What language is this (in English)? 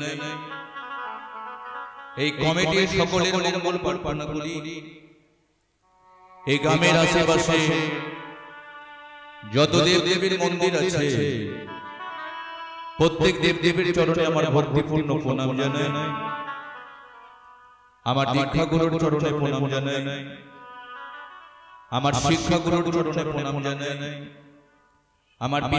Bangla